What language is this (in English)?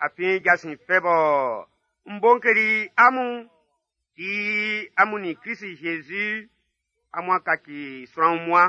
Baoulé